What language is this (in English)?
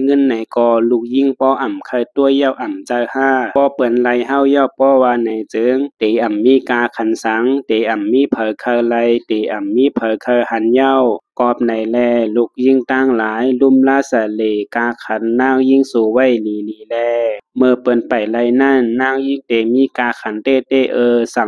Shan